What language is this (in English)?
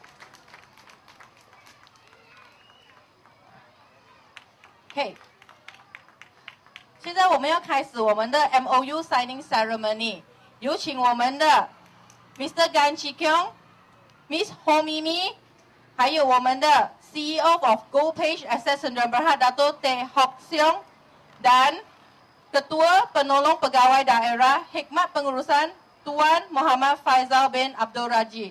Chinese